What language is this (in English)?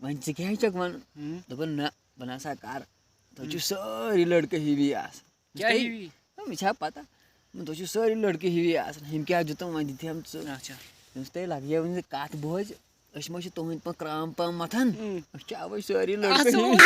Kashmiri